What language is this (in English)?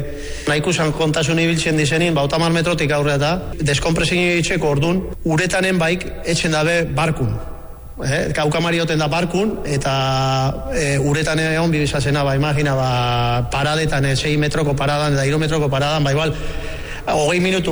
Basque